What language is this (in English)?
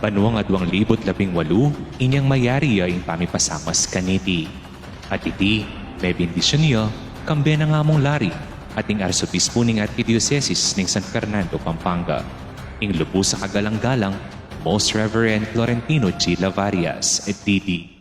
Pampanga